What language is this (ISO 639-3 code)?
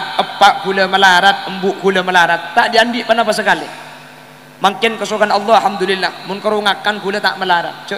mad